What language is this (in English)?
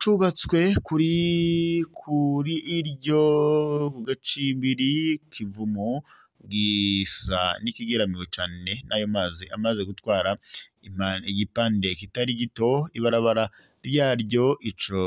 Rundi